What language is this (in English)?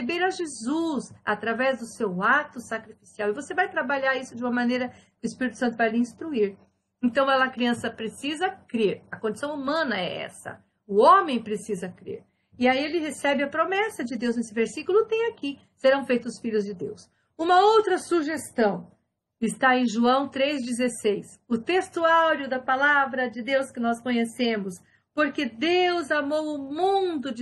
Portuguese